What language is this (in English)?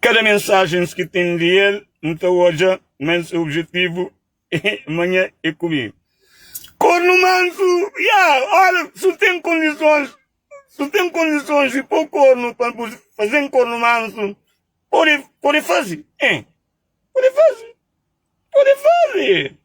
Kabuverdianu